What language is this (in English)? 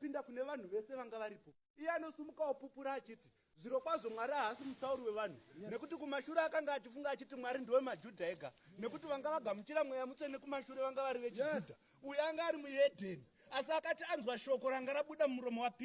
Shona